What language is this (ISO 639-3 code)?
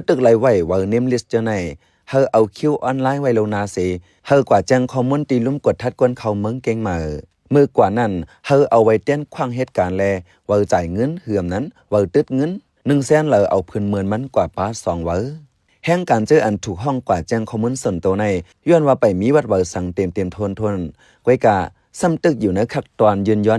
shn